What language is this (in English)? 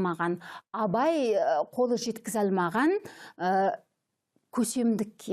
Kazakh